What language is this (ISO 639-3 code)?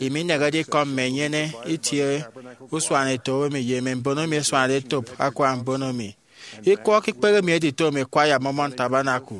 efi